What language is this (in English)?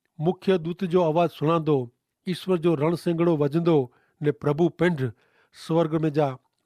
Kachhi